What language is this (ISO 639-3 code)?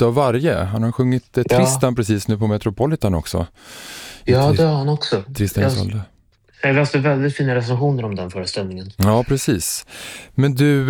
swe